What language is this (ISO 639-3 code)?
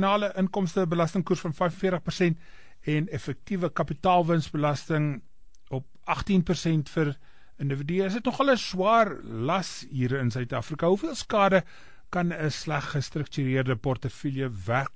afr